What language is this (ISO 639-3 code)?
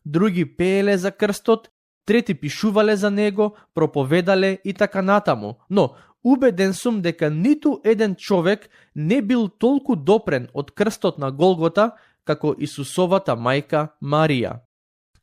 mkd